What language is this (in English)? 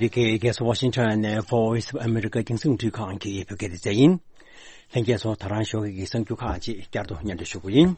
Tibetan